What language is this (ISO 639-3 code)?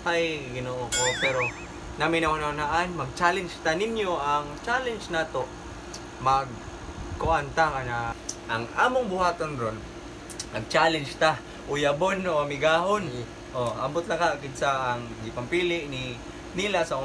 ceb